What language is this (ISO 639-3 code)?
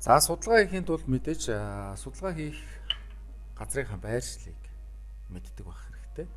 mon